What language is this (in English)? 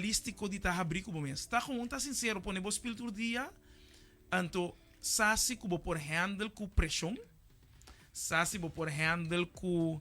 Papiamento